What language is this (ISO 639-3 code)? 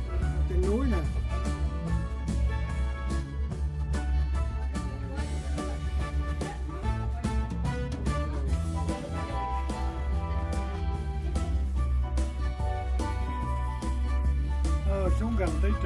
vie